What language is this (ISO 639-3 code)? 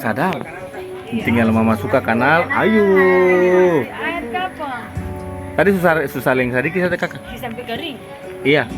abs